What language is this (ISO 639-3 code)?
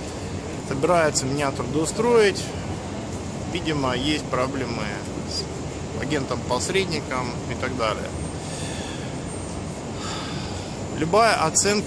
rus